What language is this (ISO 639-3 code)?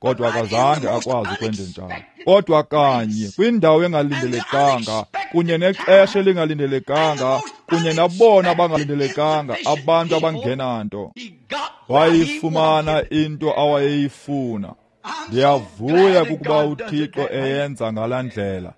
xho